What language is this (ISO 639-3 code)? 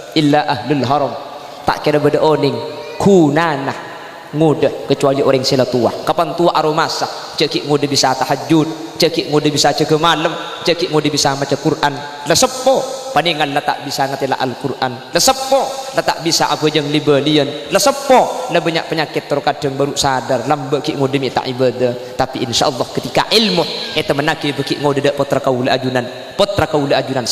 mad